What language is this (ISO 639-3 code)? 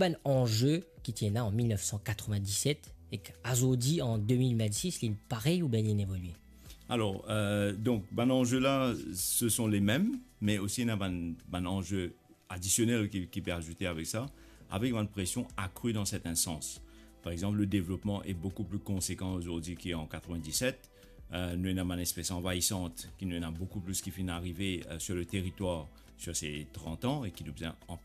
mfe